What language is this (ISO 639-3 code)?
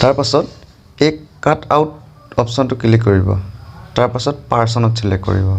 asm